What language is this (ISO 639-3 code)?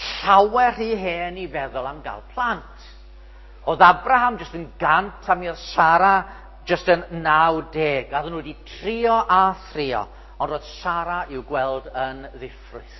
cym